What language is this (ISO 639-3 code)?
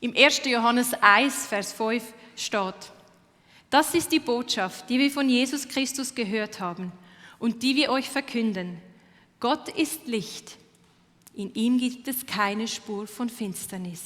gsw